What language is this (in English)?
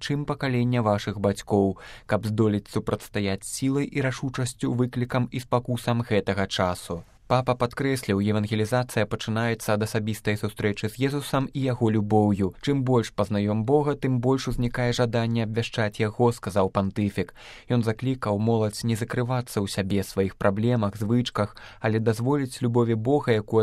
Belarusian